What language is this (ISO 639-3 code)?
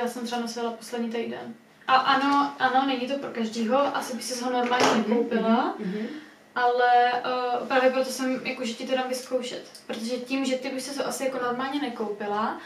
ces